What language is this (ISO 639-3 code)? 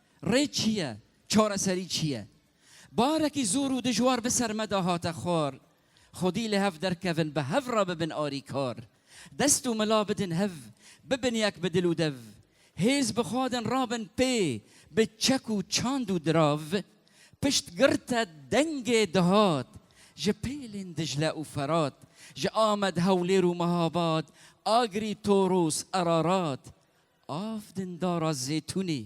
kur